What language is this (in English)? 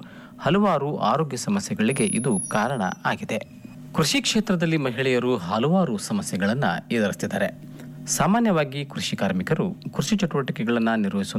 Kannada